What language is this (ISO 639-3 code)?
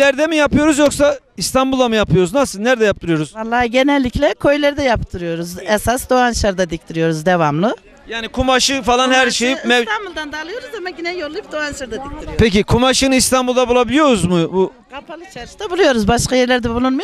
tur